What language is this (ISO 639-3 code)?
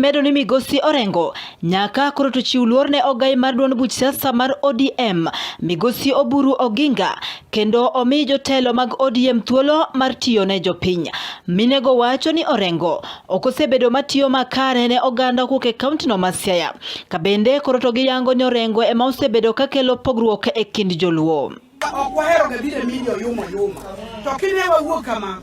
luo